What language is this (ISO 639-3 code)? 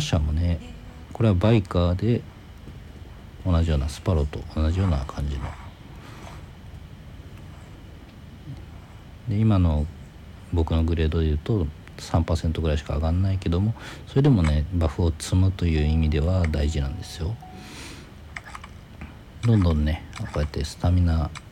jpn